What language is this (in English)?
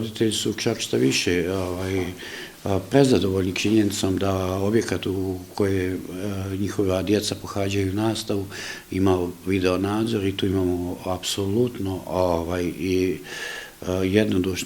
Bosnian